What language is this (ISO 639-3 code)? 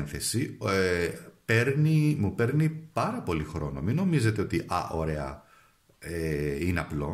ell